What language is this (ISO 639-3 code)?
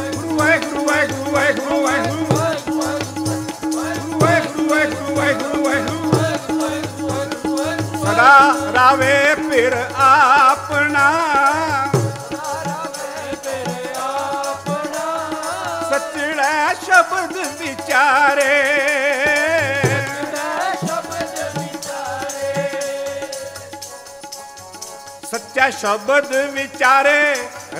pan